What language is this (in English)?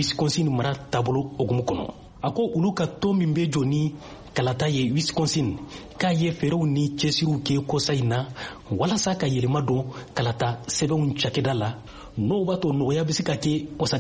Bambara